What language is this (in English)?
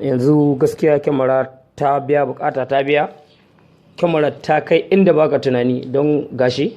Hausa